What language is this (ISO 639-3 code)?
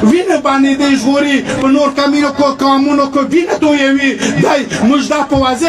pus